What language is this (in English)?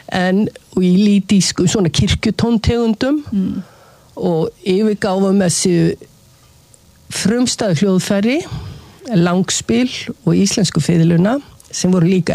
Icelandic